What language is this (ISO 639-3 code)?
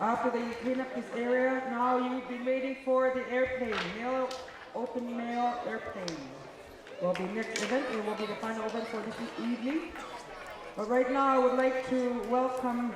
kal